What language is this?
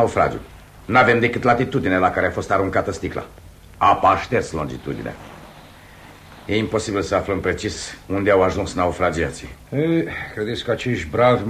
Romanian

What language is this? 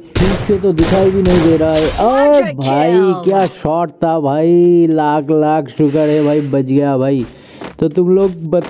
Hindi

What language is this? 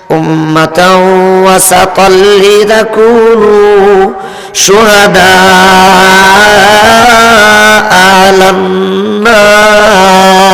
Sylheti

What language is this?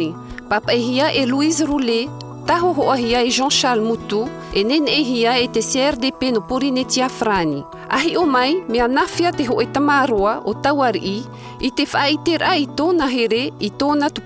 Tahitian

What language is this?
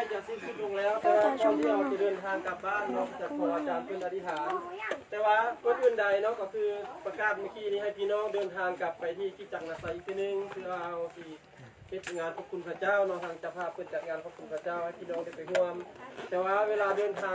Lao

